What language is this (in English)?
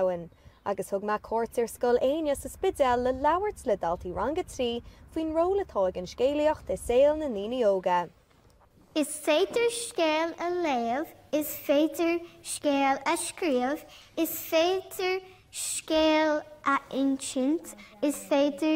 Irish